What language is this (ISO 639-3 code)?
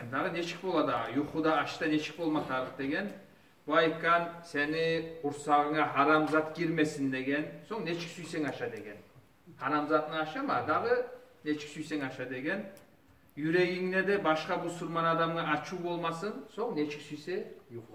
kum